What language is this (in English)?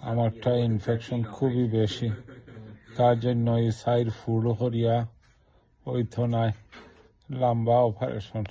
Sylheti